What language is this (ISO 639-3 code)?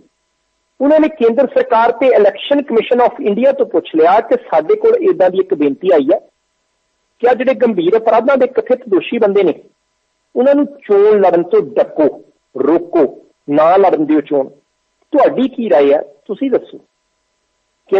pan